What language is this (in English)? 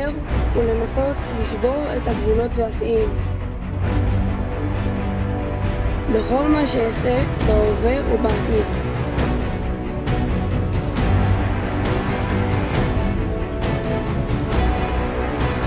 Hebrew